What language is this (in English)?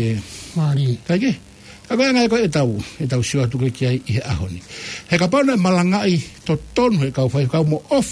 Tongan